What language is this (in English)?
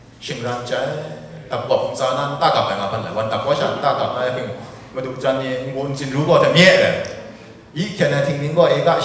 Kachin